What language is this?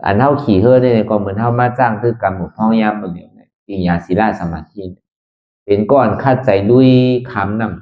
Shan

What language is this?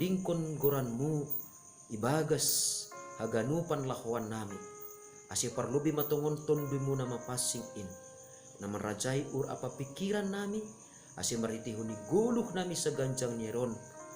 Batak Simalungun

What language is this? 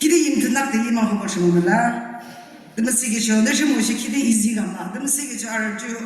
Yimchungru Naga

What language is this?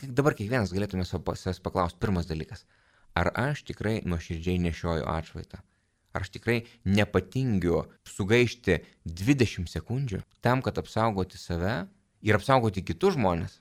Lithuanian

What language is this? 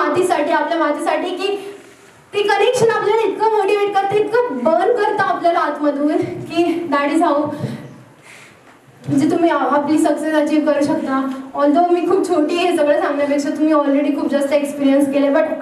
Marathi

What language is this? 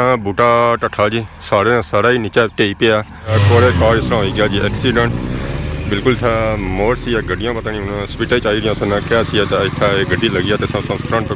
Pahari-Potwari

